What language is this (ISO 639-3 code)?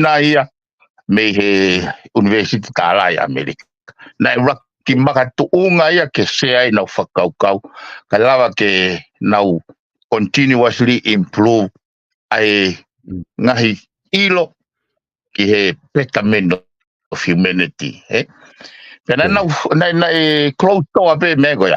ton